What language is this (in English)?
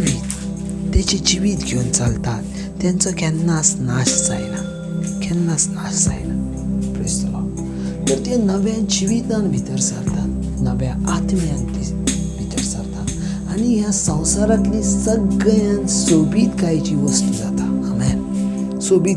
Konkani